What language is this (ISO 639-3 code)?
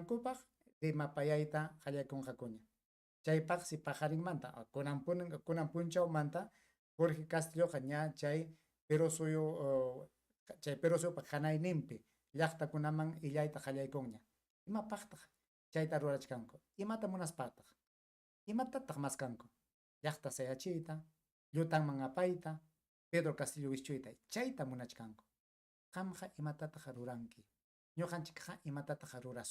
quy